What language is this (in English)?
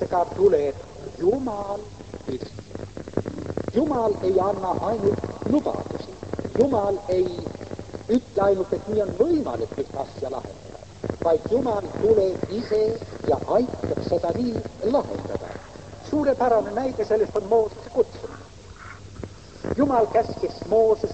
Estonian